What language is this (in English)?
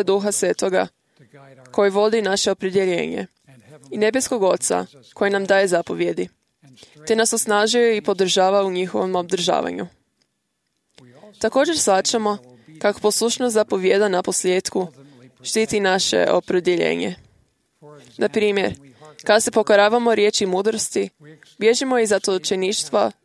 Croatian